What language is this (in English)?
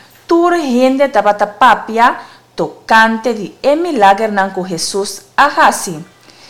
Papiamento